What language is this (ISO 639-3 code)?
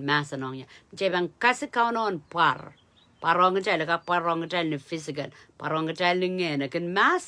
pon